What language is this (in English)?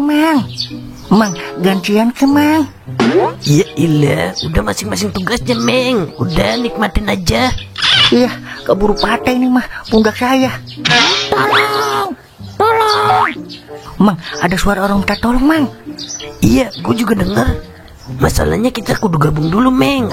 Betawi